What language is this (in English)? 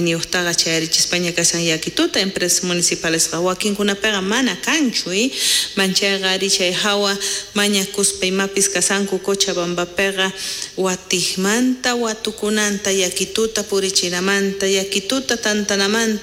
South Bolivian Quechua